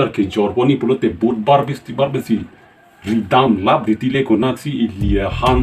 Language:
Karbi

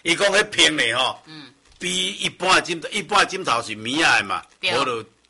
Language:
Min Nan Chinese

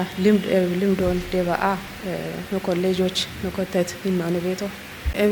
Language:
Kafa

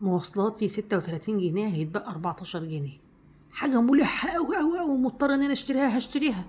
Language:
Egyptian Arabic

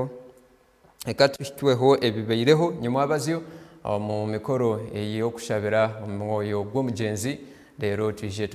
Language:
Nyankole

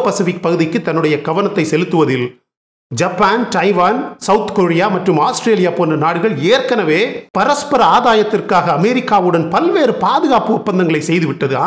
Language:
Tamil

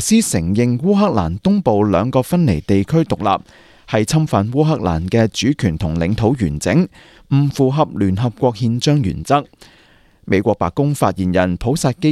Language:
Cantonese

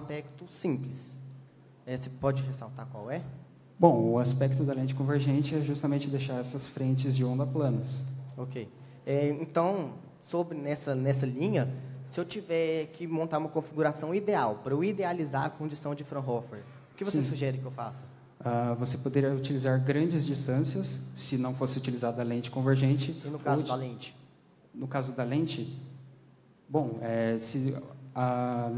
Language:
Portuguese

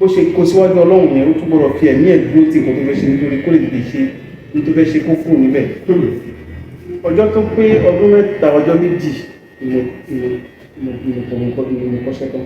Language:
Yoruba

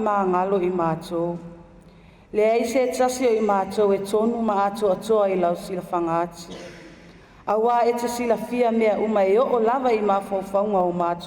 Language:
Samoan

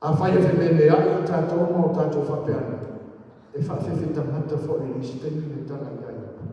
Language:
Samoan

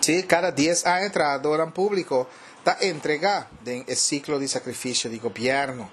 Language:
Papiamento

